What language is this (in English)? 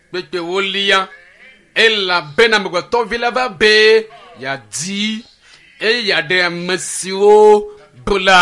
Ewe